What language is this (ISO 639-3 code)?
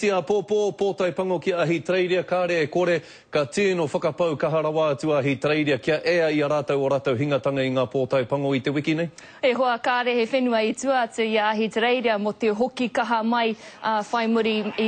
mri